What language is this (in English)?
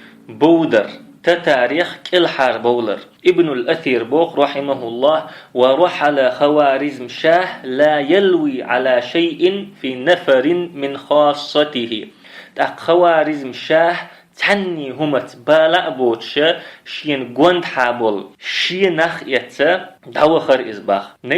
Chechen